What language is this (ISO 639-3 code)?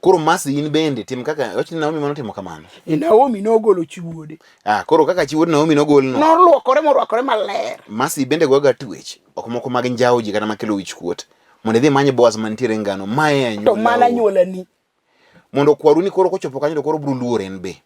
luo